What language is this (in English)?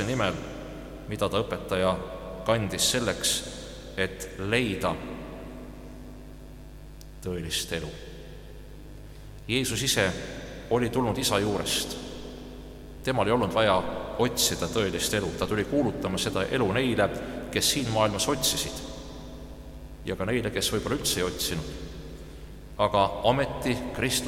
Estonian